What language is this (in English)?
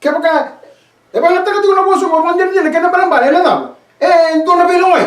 Fijian